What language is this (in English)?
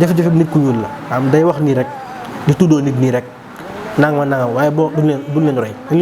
Wolof